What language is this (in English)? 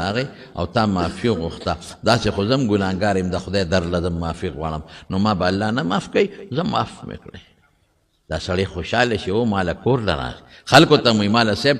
Pashto